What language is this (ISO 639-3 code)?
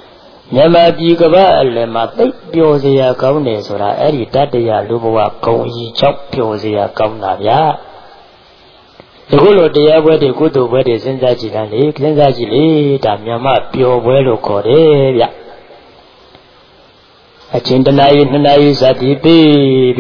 mya